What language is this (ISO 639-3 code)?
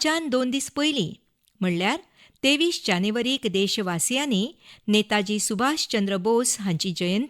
kok